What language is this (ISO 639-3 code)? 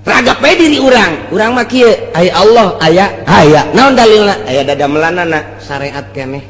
sun